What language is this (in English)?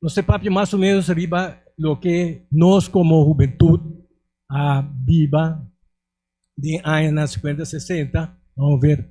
Papiamento